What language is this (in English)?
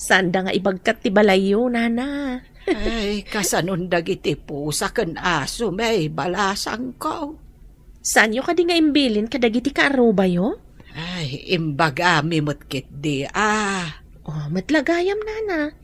Iloko